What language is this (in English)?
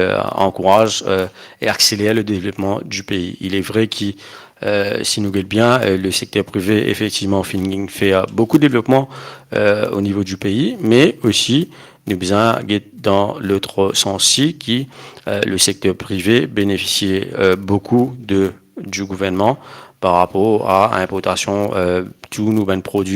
Morisyen